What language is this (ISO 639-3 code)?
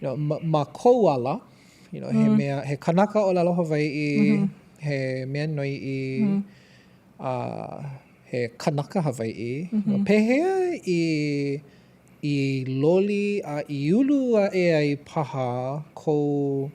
haw